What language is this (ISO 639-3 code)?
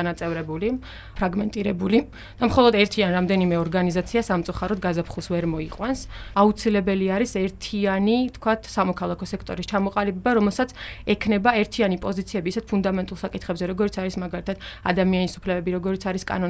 kat